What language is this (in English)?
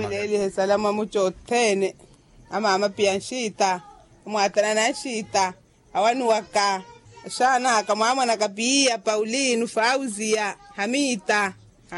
Makhuwa